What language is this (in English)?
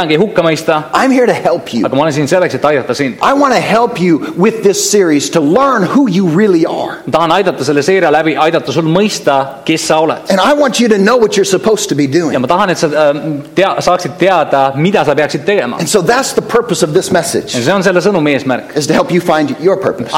Estonian